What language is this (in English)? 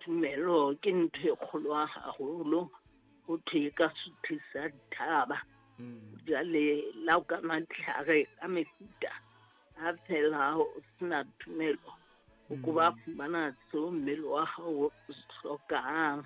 Southern Sotho